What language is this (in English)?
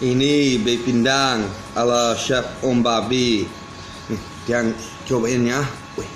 Balinese